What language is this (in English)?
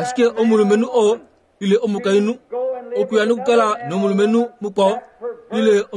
Kuanyama